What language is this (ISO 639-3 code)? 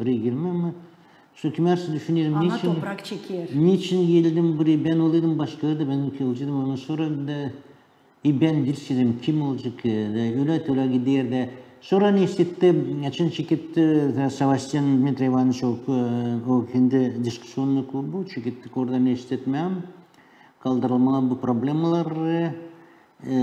gag